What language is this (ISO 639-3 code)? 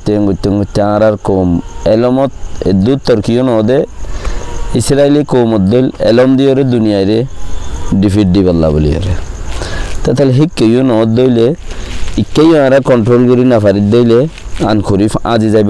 rhg